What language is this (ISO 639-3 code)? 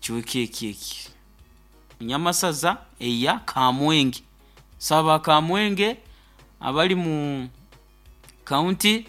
nyo